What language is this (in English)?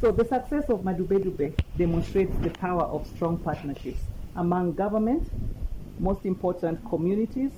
Southern Sotho